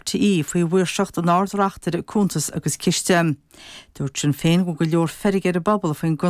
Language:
Irish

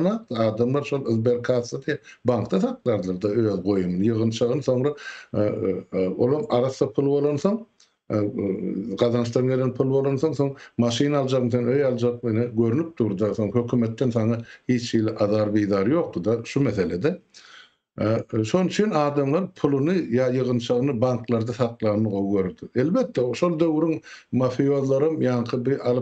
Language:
Turkmen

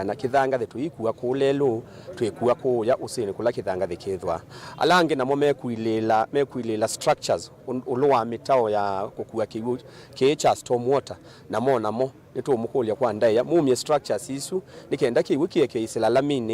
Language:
Kamba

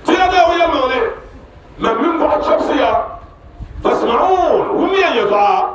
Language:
Dagbani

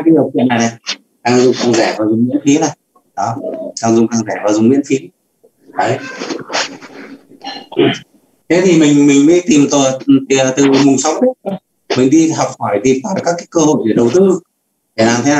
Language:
Vietnamese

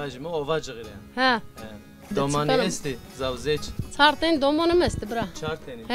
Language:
Zaza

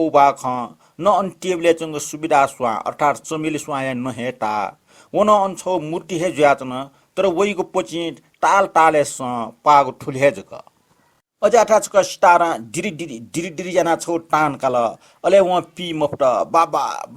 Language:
Newari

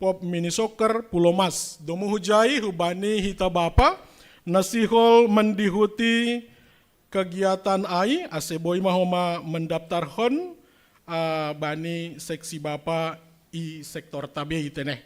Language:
Batak Simalungun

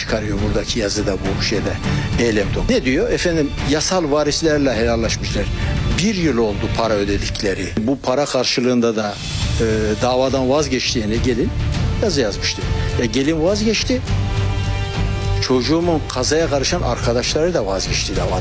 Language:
Turkish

